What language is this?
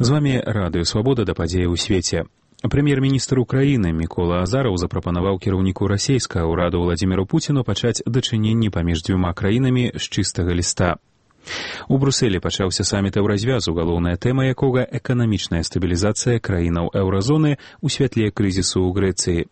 Belarusian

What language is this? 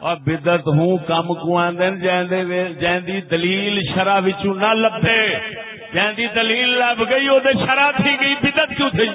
Saraiki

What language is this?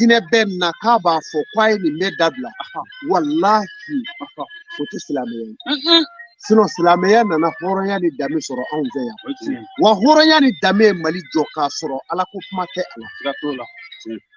Bambara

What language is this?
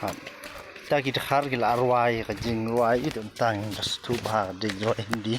Khasi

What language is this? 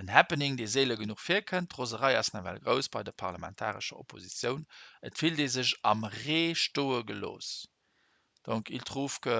Luxembourgish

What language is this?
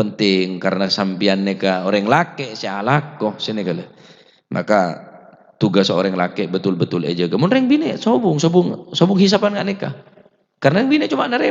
Madurese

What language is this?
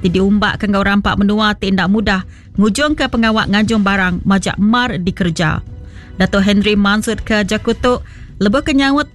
Iban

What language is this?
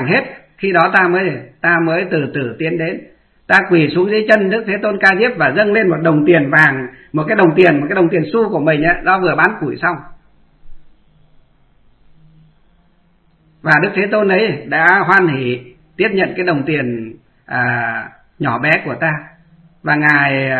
Vietnamese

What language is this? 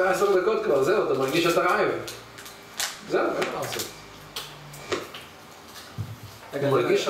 Hebrew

